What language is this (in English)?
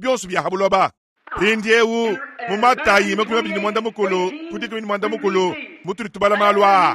Luba-Lulua